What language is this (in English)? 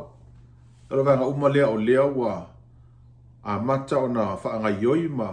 Samoan